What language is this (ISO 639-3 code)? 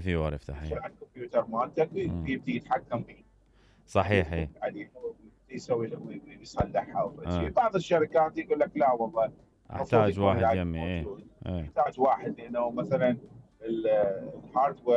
acm